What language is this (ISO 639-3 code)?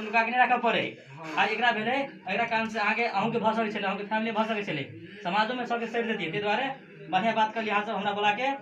mai